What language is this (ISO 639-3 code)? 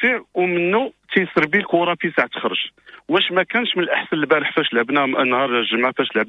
ary